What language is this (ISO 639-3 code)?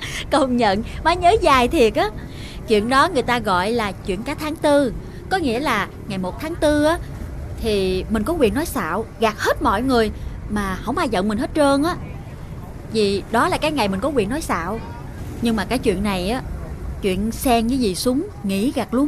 vie